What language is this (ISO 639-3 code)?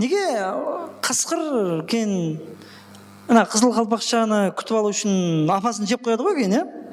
kaa